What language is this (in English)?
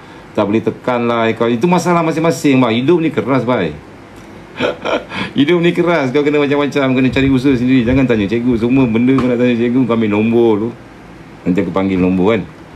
Malay